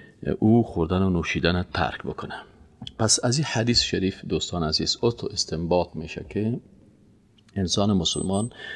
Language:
Persian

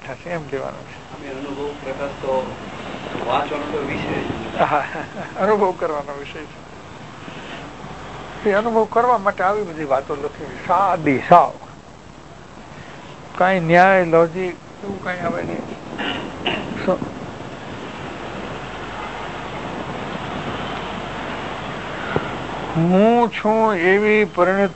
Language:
Gujarati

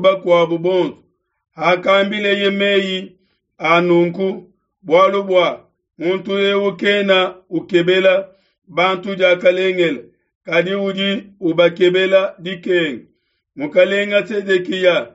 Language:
Luba-Lulua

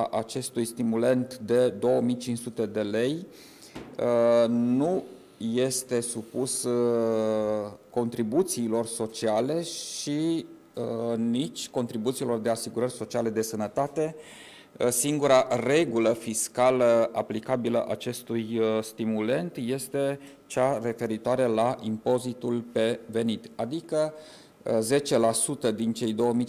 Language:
Romanian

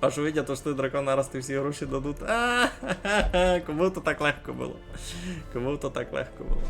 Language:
Rusyn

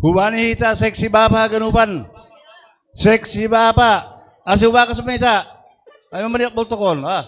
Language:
Batak Simalungun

